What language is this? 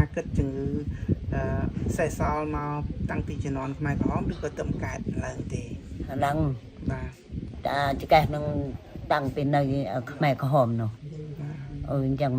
Khmer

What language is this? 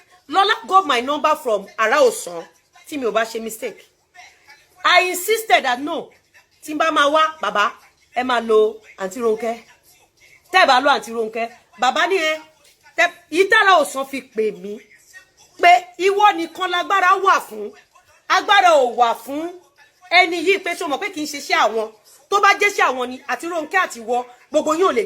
Yoruba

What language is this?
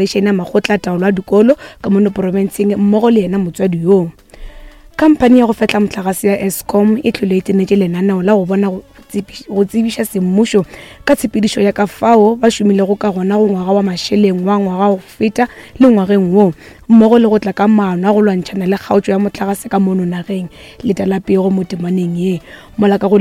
Northern Sotho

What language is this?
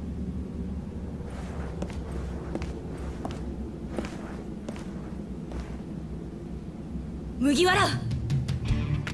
Japanese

